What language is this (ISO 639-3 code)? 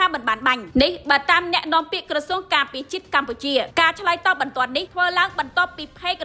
khm